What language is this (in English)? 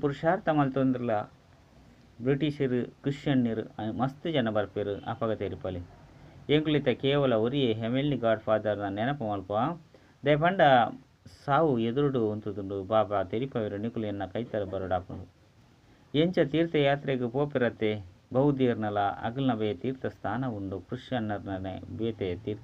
Tulu